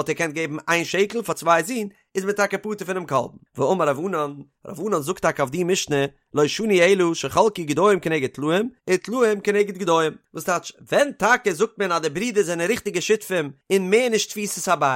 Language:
Yiddish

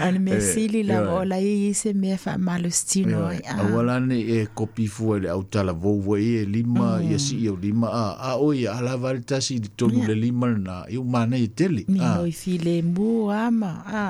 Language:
Samoan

